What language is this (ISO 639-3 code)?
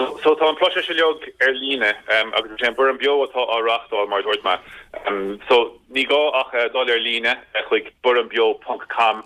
gle